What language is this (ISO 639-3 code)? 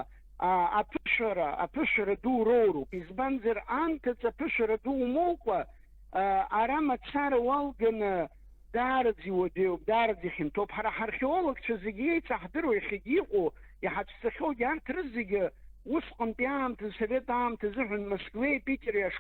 abk